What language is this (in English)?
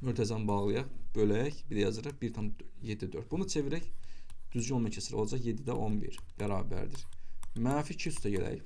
Azerbaijani